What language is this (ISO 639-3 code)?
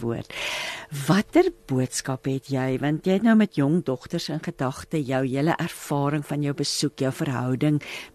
afr